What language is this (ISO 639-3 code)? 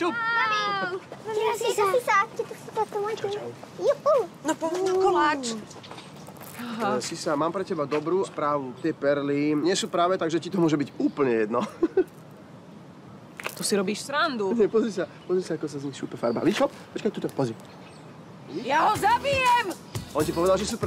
slk